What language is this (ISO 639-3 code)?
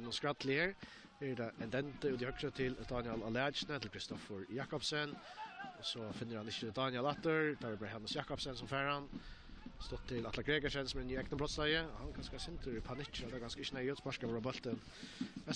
fao